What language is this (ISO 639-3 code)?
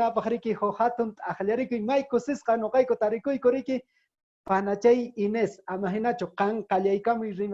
que